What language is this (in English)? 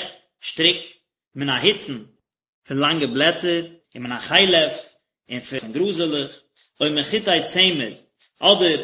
Yiddish